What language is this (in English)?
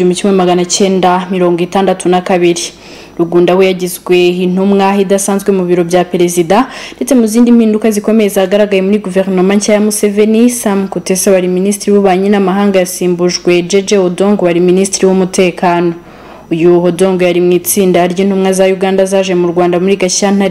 Kinyarwanda